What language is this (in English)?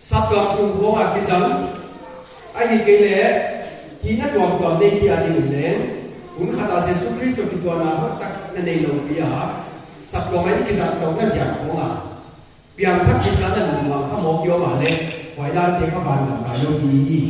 Paite Chin